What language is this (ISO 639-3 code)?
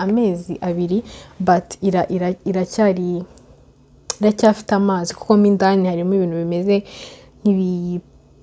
kin